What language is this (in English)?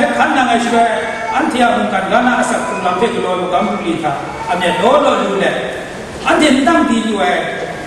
Kachin